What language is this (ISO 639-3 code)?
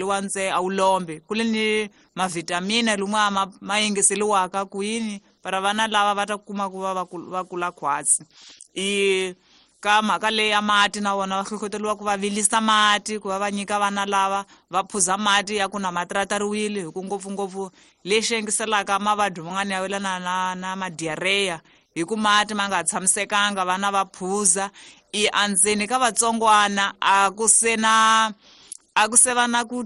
tso